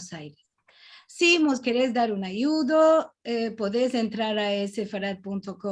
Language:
Ladino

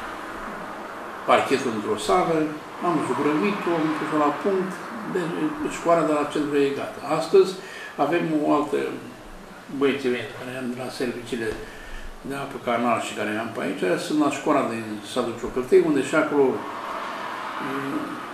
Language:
Romanian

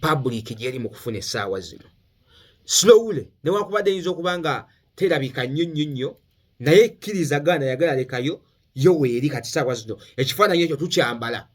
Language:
Ganda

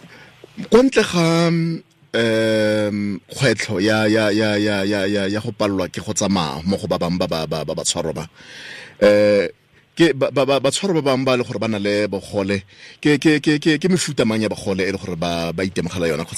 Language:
Tswana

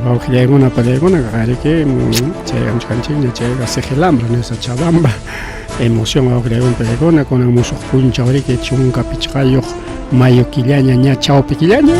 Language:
Ayacucho Quechua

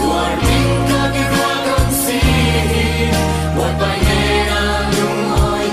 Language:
Falam Chin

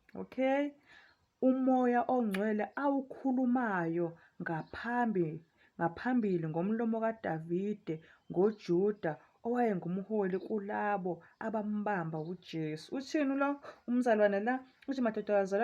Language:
Zulu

